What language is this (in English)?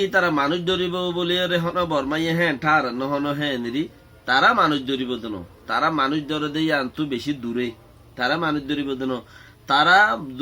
Rohingya